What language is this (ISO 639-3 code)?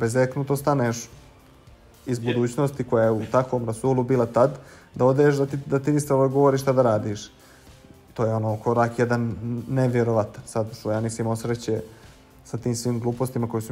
bos